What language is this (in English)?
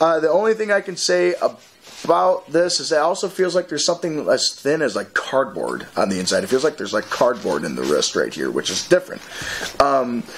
English